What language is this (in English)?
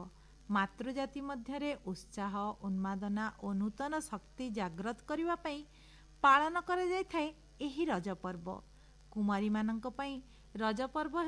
Odia